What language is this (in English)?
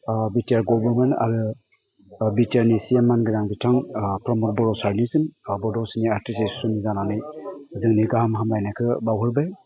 Bodo